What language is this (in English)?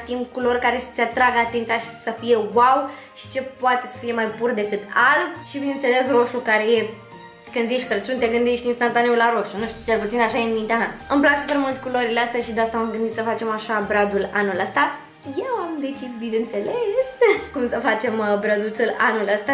Romanian